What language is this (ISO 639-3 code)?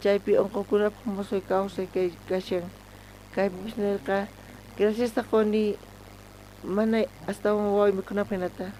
quh